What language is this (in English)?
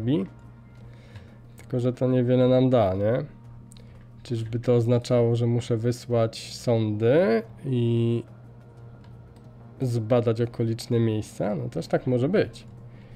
Polish